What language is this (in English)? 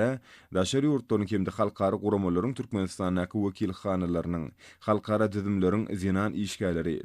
Turkmen